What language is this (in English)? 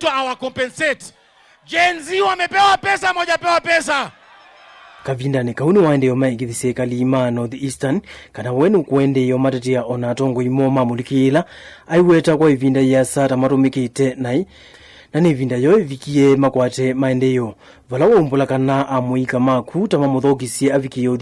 Kamba